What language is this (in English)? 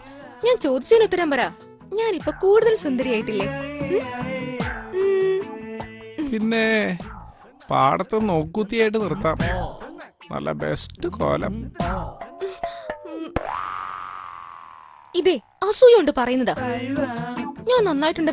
Malayalam